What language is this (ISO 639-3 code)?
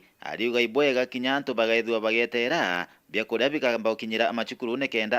mer